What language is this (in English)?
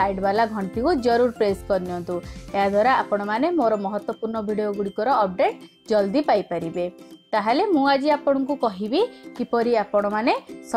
Odia